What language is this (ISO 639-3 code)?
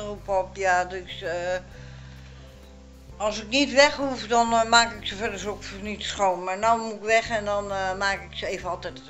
nld